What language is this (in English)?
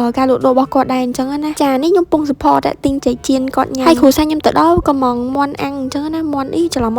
Khmer